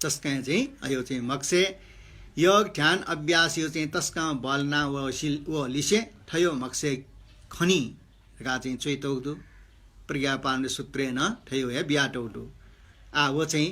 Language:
Newari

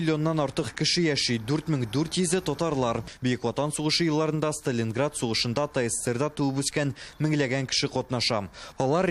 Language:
Tatar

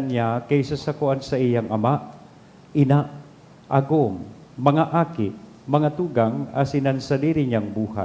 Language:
Bikol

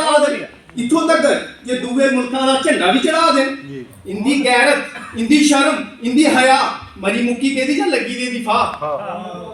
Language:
Dogri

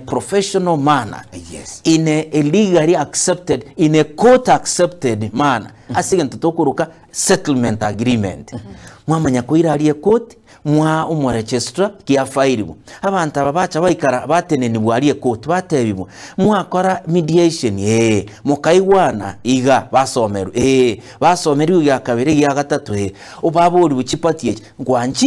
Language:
Gusii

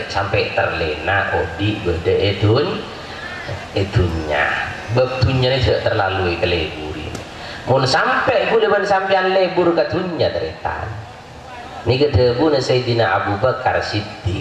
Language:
Madurese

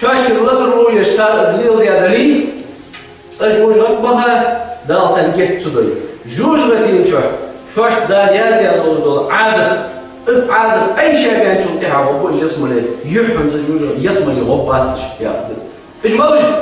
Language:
Ingush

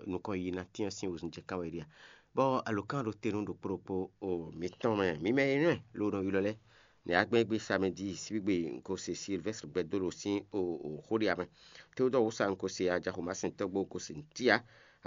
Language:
Fon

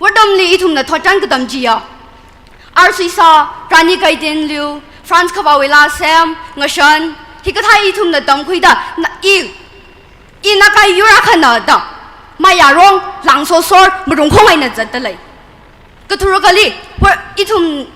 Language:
Tangkhul Naga (India)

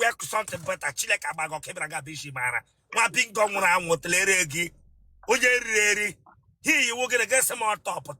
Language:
Igbo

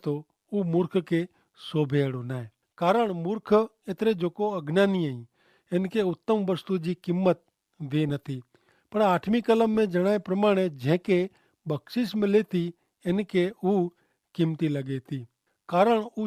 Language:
Kachhi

